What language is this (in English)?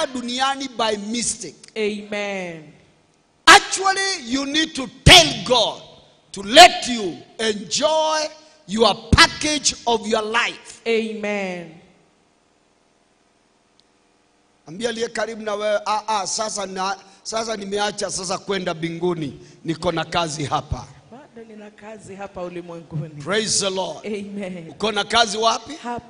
Swahili